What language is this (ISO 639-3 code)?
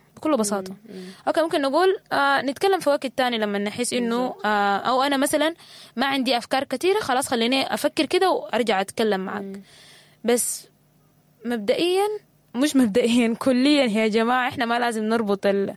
apd